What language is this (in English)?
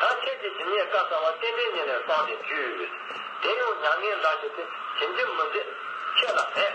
Tibetan